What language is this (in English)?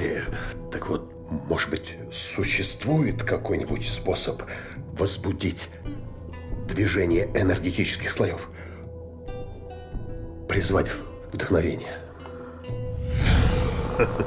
Russian